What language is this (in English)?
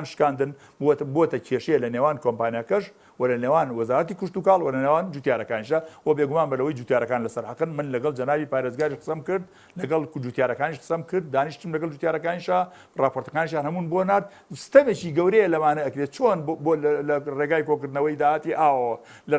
Central Kurdish